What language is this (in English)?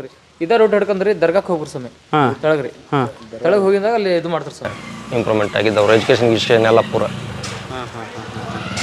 Kannada